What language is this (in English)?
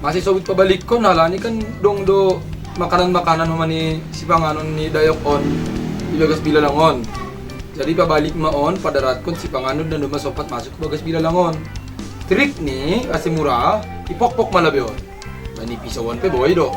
Batak Simalungun